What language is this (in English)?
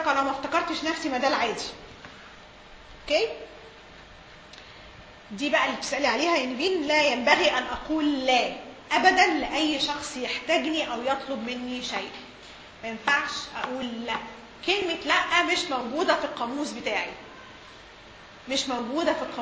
Egyptian Arabic